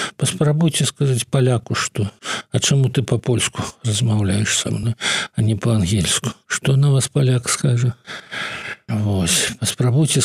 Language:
Belarusian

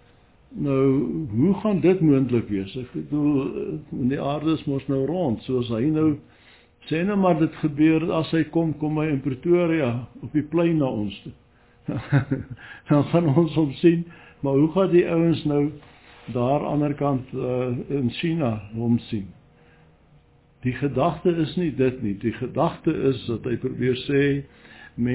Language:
Afrikaans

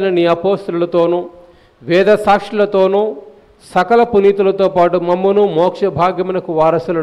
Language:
Telugu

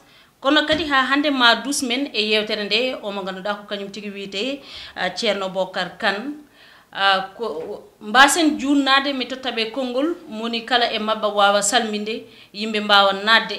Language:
Fula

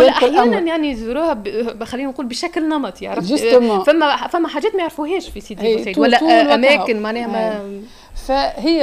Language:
Tunisian Arabic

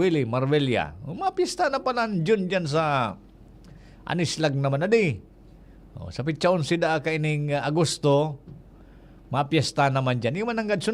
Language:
Bikol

